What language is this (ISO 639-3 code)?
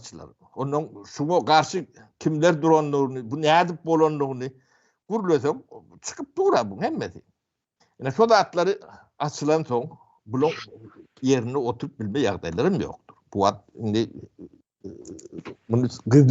tuk